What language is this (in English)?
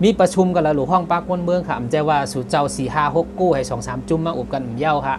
Shan